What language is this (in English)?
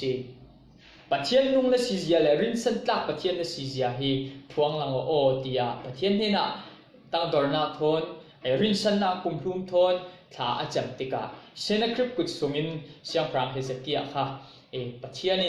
Falam Chin